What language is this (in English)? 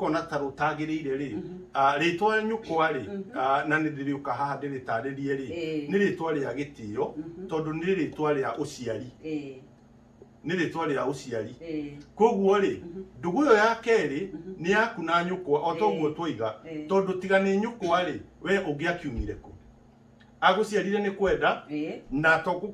Kikuyu